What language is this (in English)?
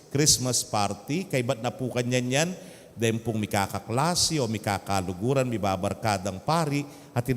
Pampanga